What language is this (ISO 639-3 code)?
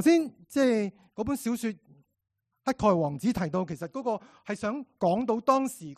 yue